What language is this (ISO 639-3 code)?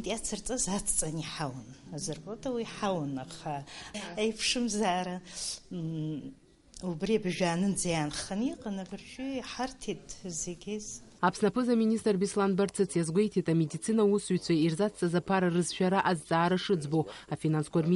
abk